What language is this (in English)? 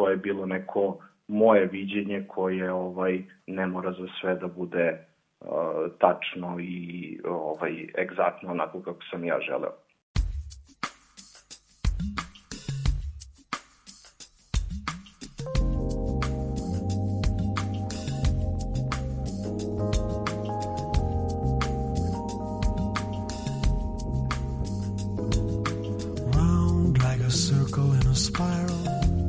Serbian